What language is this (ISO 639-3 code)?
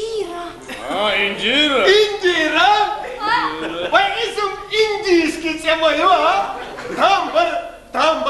che